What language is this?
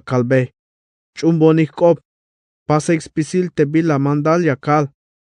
Tzeltal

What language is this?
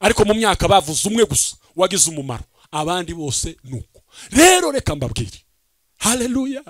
Kinyarwanda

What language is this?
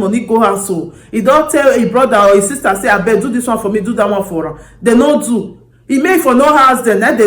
Nigerian Pidgin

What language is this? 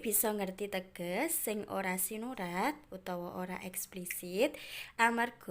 Javanese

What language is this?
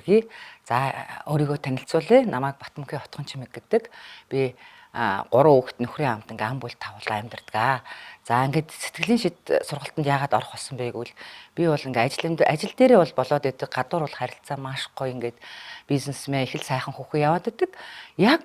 Mongolian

